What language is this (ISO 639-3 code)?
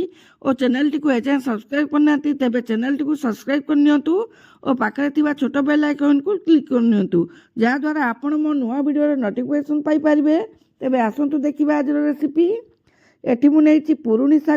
ori